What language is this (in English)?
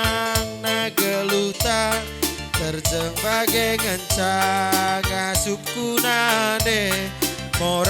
Batak Karo